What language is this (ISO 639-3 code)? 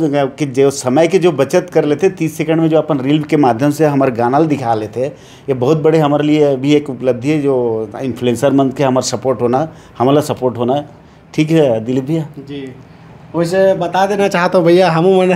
hne